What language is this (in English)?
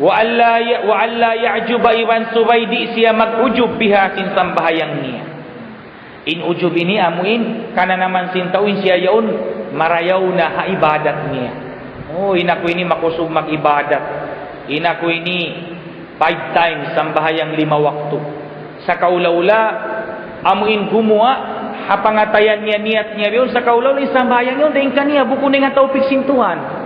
Tausug